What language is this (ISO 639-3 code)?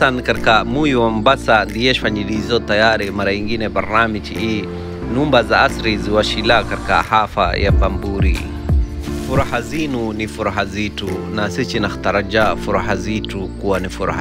swa